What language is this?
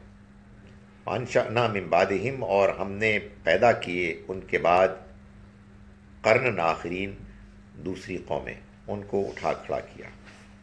Urdu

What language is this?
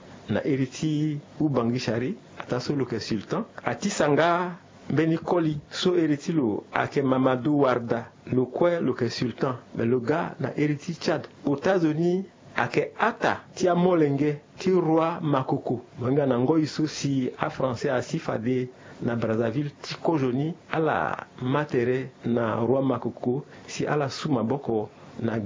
Sango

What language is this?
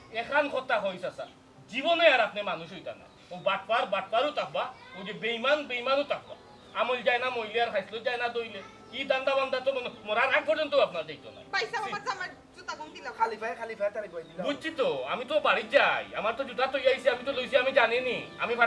Sylheti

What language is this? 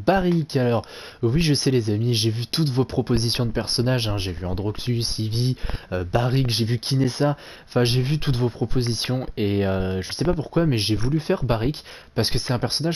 French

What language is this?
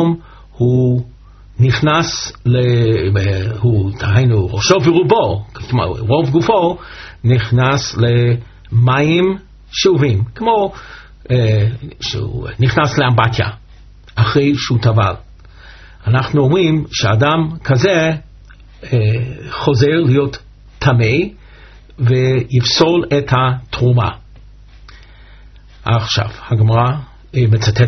Hebrew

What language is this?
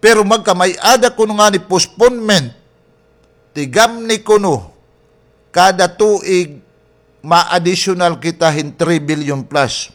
Waray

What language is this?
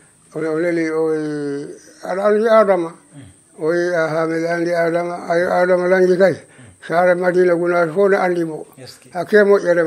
Fula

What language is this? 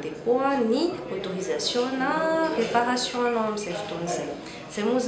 Malagasy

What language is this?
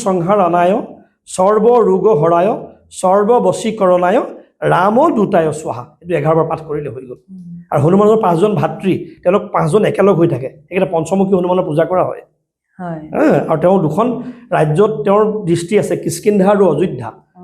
Assamese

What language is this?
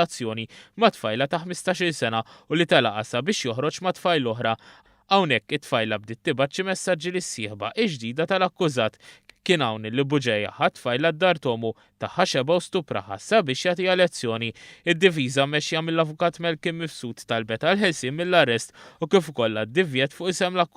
Maltese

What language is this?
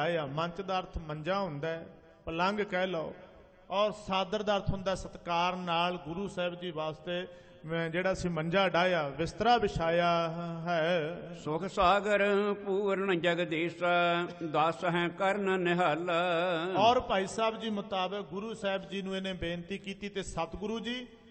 Punjabi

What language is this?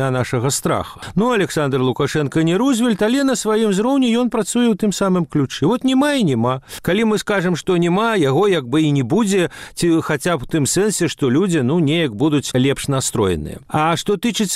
Belarusian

